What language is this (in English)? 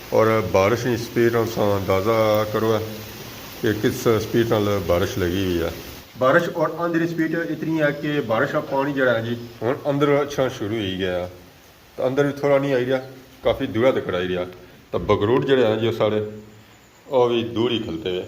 Pahari-Potwari